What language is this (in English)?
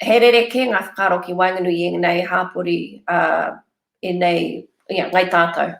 Māori